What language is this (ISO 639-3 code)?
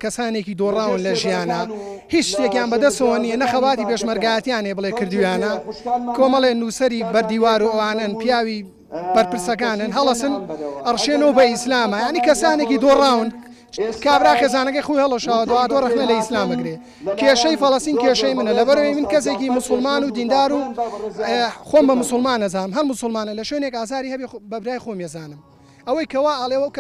ckb